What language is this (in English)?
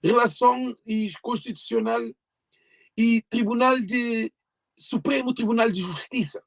Kabuverdianu